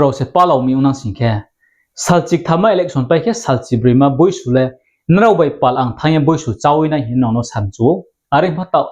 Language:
Riang (India)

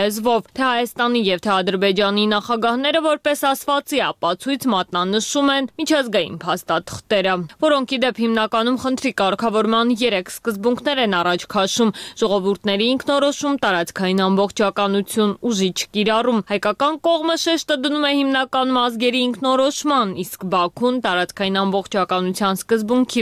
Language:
Armenian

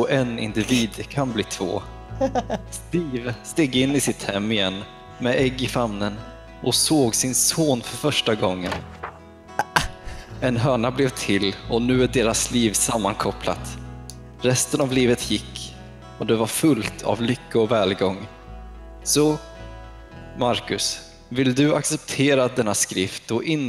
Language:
Swedish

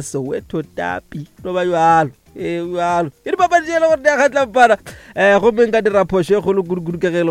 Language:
Northern Sotho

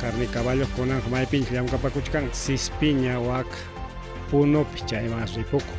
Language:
Ayacucho Quechua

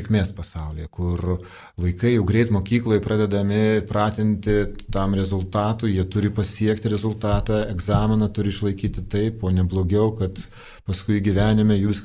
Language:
Lithuanian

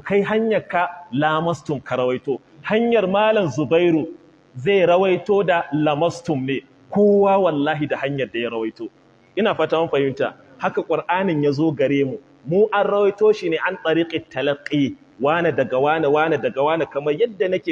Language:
Hausa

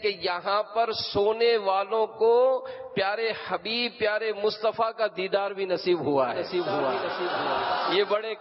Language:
Urdu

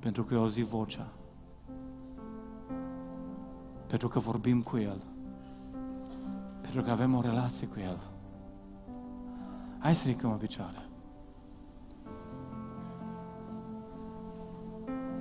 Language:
Romanian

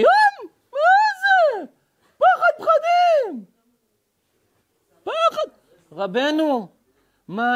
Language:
Hebrew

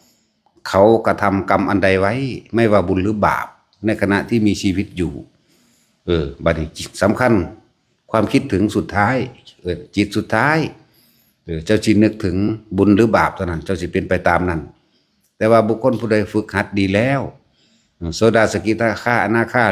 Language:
Northeastern Thai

